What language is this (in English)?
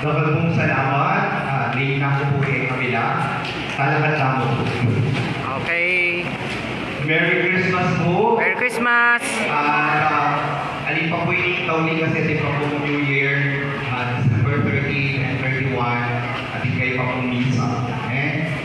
Pampanga